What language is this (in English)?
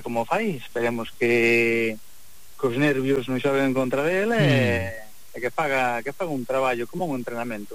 Galician